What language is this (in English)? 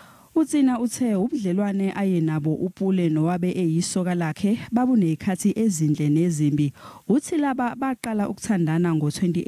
Zulu